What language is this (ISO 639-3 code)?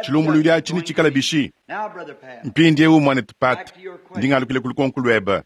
lua